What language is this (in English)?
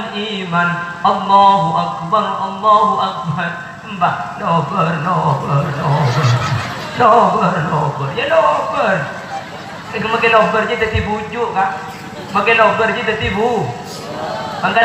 Madurese